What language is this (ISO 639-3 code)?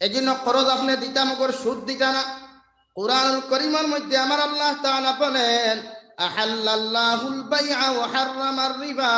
syl